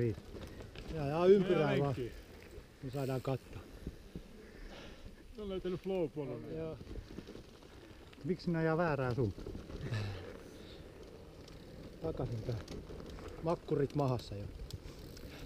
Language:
Finnish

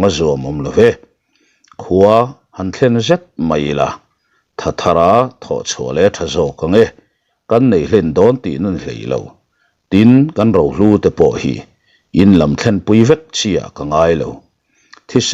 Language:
Mizo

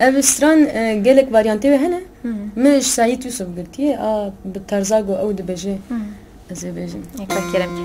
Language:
Kurdish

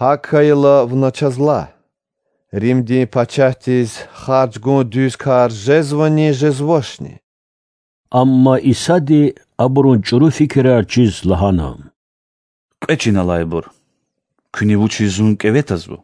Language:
Lezghian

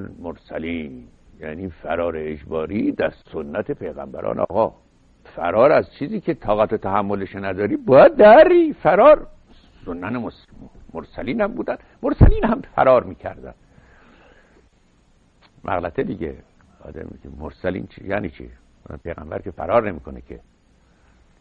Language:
Persian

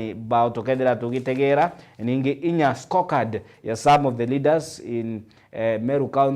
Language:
Meru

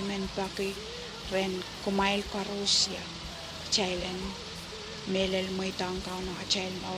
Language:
Pohnpeian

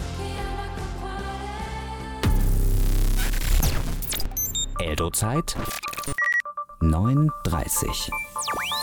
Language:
German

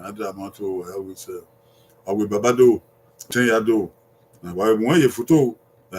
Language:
Bini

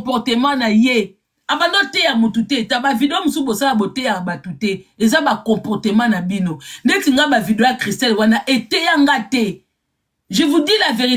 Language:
Lingala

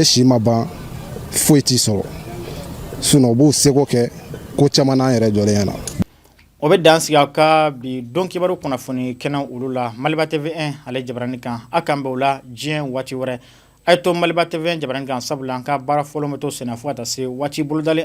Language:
Bambara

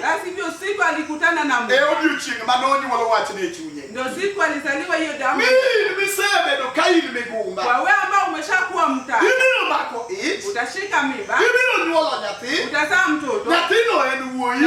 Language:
Luo (Kenya and Tanzania)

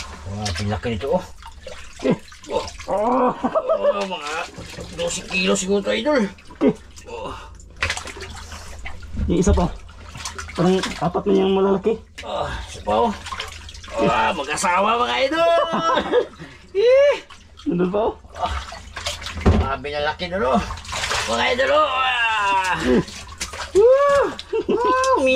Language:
Filipino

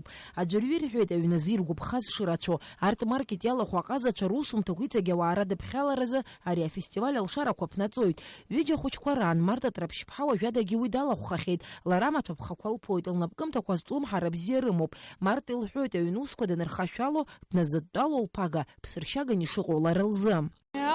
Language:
Abkhazian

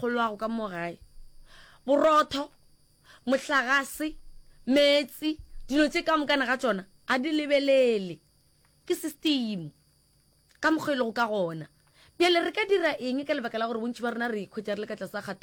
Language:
Northern Sotho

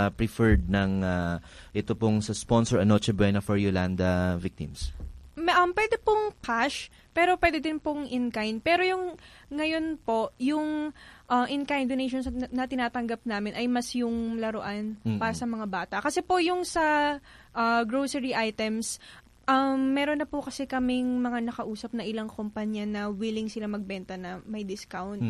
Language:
Filipino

